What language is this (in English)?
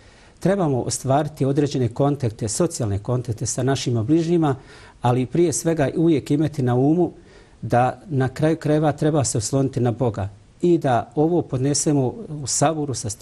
Bosnian